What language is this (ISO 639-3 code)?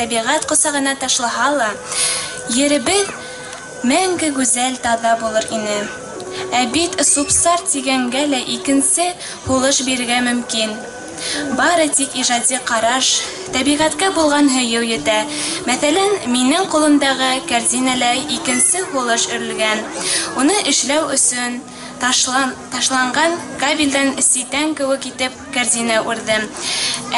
bak